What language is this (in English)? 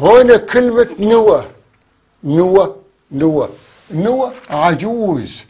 North Levantine Arabic